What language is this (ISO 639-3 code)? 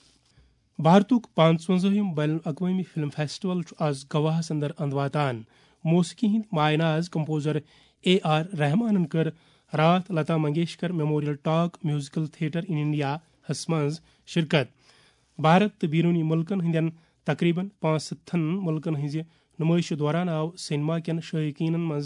kas